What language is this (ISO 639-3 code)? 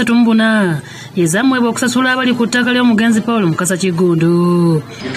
lug